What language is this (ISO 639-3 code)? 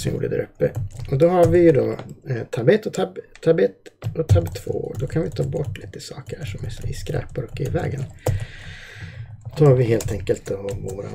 swe